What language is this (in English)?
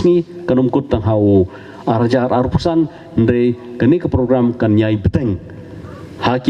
Khasi